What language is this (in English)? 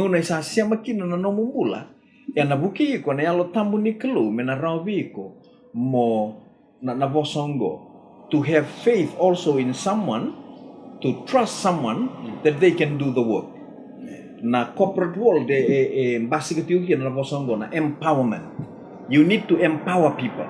Fijian